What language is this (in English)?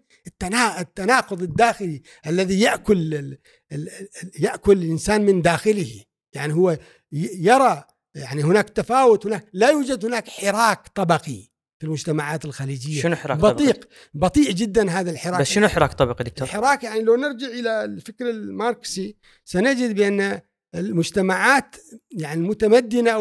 Gulf Arabic